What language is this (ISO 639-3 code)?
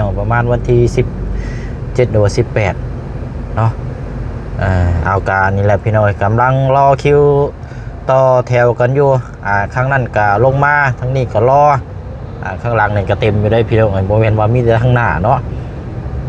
lao